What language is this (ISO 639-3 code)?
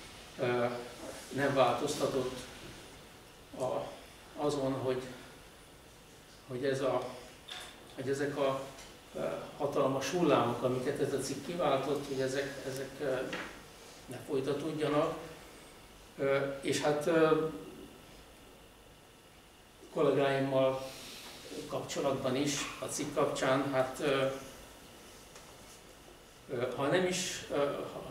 hun